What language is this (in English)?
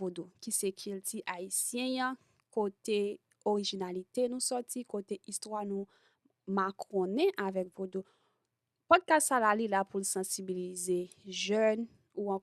Haitian Creole